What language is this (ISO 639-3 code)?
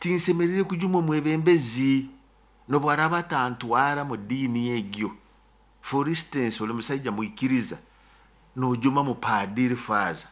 nyo